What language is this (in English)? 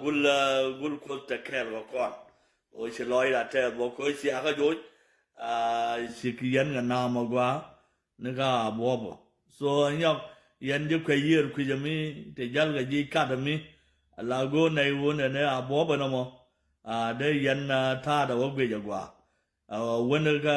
Nuer